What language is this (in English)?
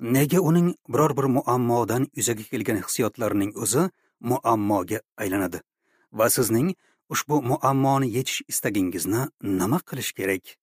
Uzbek